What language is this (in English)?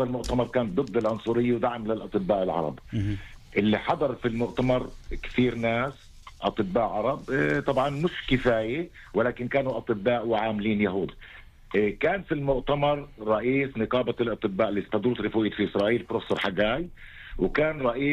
North Levantine Arabic